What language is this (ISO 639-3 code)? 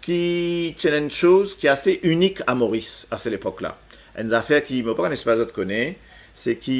mfe